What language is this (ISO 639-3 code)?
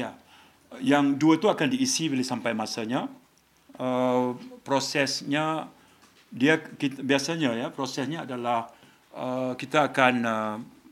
msa